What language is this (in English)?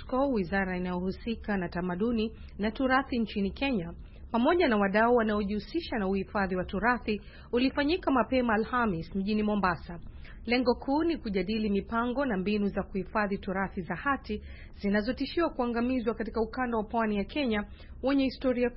Swahili